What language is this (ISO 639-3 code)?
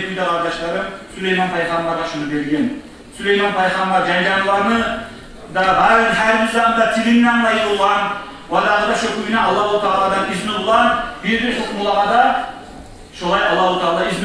kum